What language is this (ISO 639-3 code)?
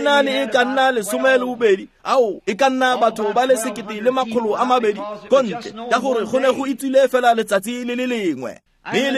tsn